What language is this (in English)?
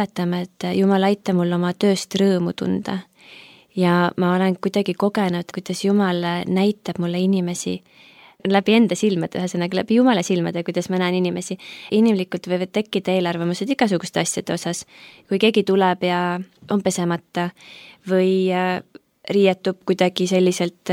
Estonian